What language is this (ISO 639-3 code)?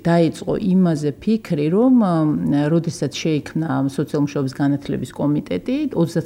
kat